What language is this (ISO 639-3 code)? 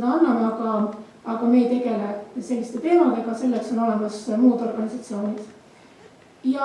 est